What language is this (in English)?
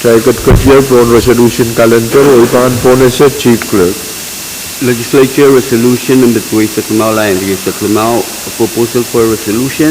Pohnpeian